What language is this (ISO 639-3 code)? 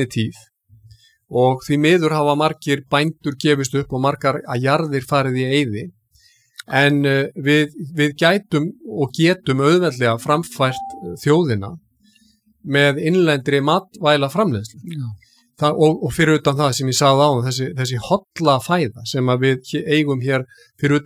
isl